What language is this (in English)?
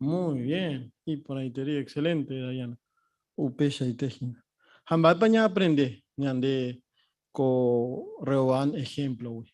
Guarani